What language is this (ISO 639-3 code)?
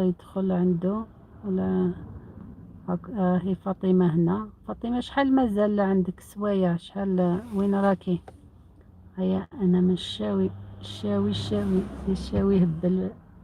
arq